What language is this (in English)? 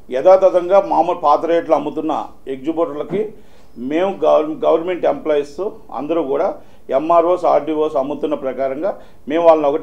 Telugu